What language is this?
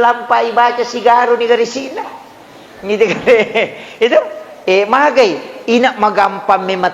Buginese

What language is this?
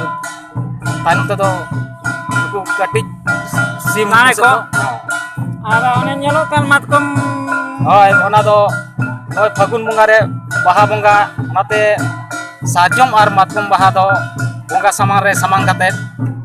Santali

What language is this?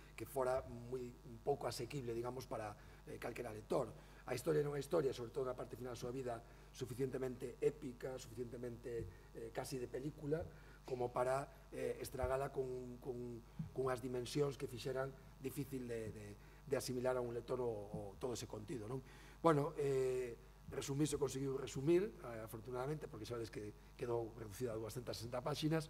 Galician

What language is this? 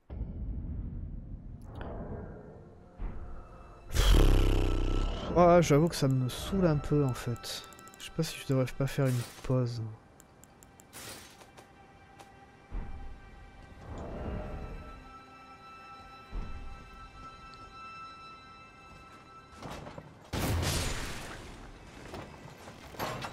French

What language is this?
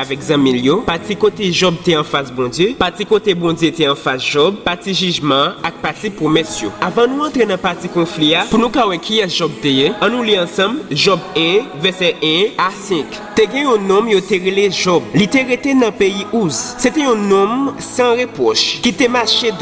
Haitian Creole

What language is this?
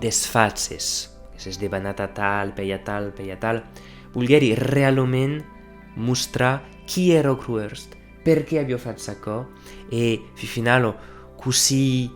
Occitan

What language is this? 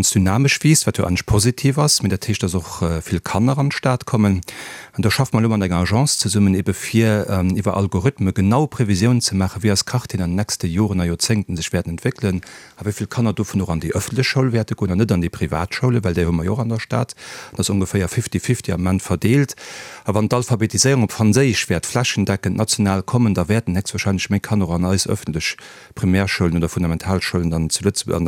Luxembourgish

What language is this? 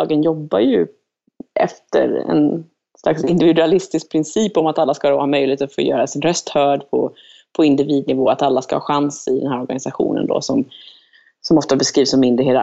Swedish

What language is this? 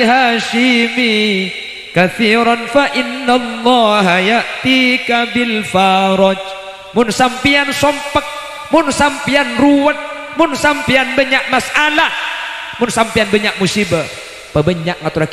Madurese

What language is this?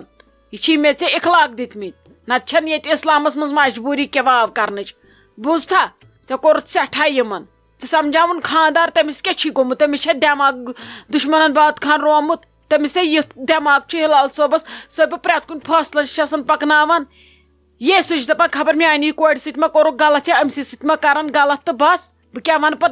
Kashmiri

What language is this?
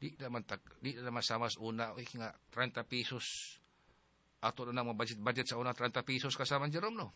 Cebuano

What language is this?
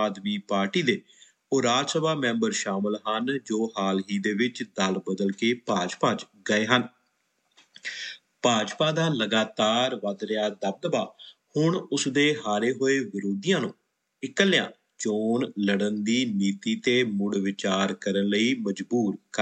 Punjabi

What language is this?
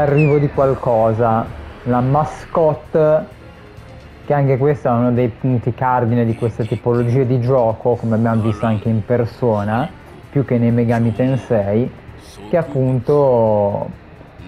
Italian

